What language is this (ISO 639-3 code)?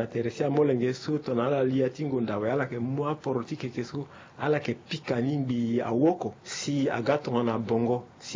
sag